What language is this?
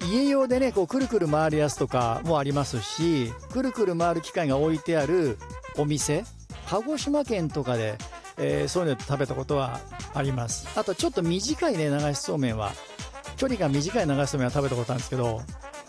Japanese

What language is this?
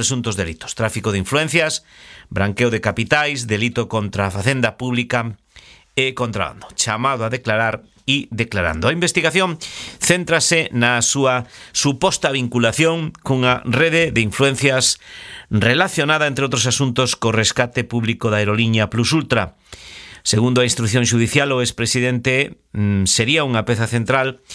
Galician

